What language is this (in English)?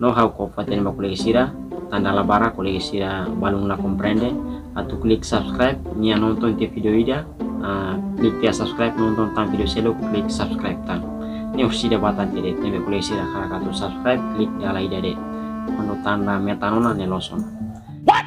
Tetum